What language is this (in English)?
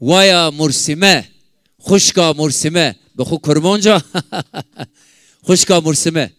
Zaza